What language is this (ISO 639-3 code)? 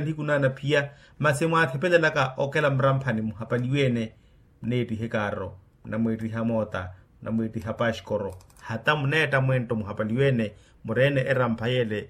vmw